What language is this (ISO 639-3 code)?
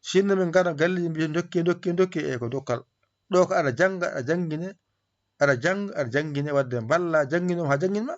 ful